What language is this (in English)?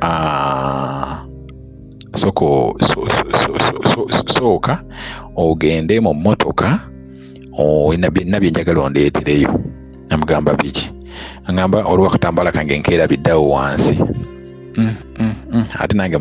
Ganda